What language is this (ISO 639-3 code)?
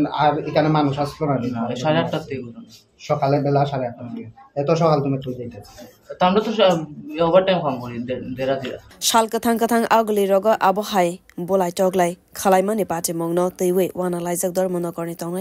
trp